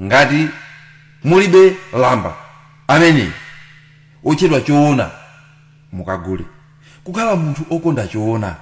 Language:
Nyanja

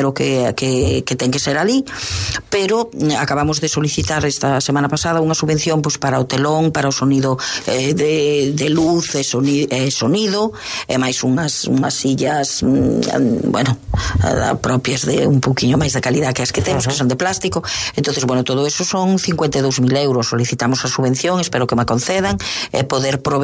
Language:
Galician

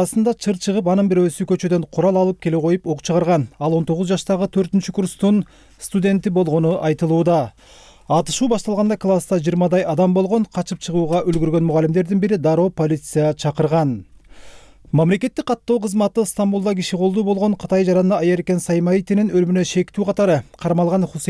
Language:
Kyrgyz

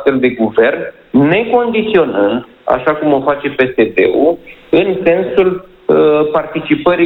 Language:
Romanian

